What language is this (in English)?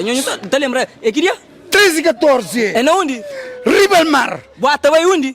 Kabuverdianu